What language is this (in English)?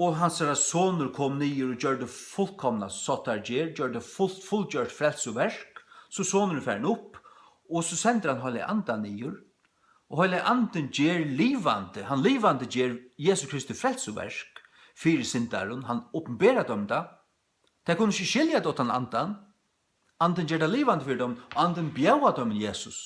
Faroese